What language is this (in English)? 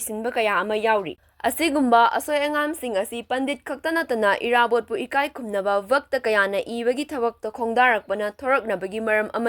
Manipuri